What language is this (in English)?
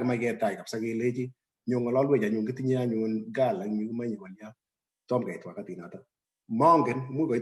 Kalenjin